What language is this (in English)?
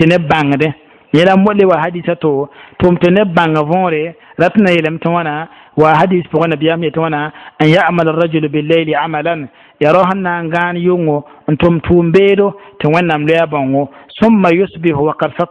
Mossi